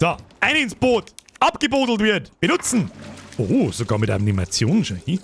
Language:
Bavarian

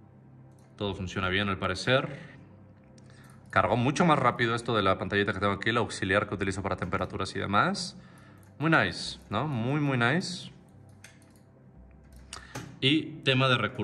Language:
Spanish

